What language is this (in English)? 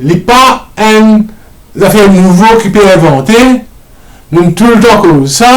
Morisyen